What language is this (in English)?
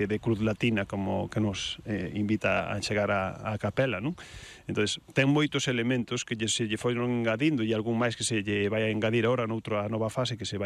Galician